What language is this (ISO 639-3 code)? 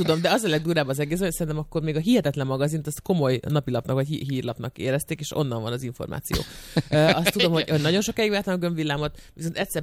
hun